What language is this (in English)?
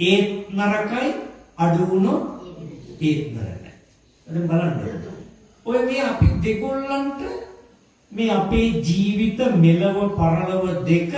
Sinhala